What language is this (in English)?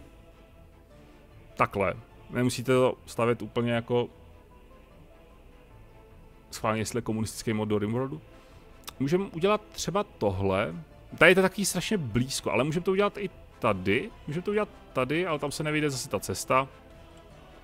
Czech